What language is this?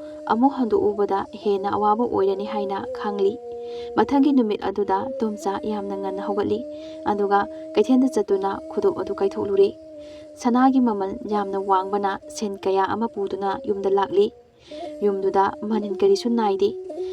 Manipuri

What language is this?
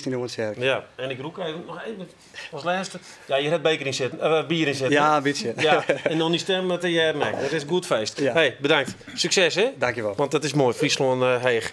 Western Frisian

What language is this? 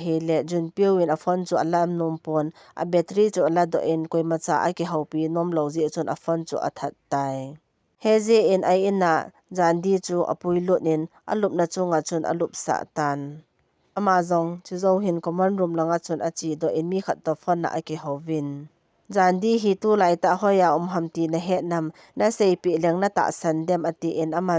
Thado Chin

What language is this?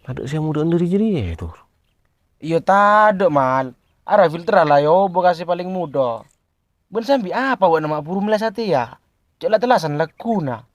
Madurese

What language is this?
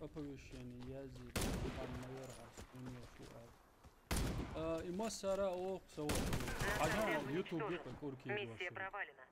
Chechen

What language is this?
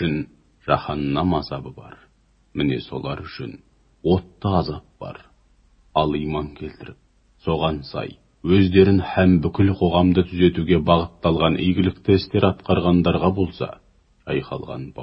Kazakh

